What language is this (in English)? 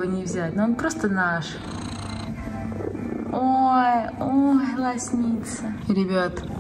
Russian